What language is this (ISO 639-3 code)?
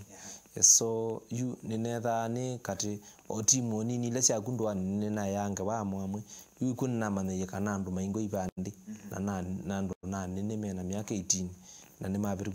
kam